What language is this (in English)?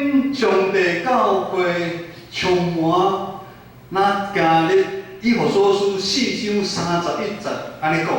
Min Nan Chinese